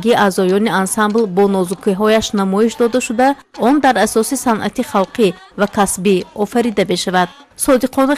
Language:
Tajik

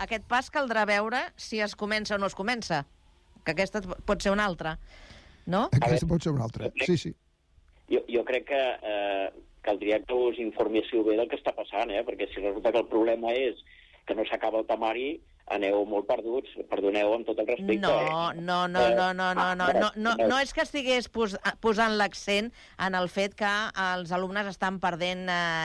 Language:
Catalan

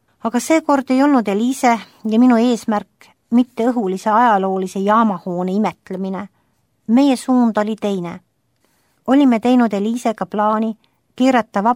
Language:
Estonian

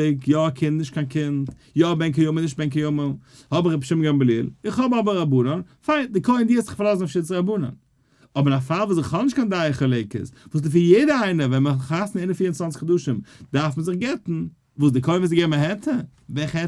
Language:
Yiddish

